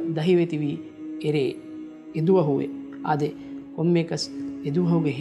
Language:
Divehi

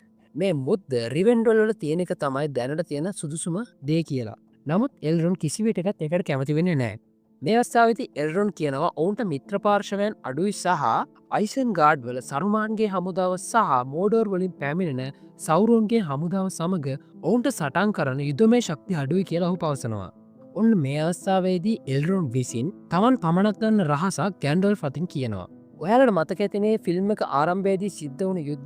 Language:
Sinhala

